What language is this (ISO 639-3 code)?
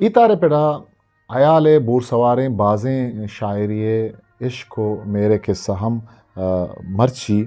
bgp